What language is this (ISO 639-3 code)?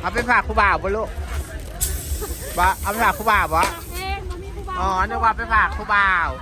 lao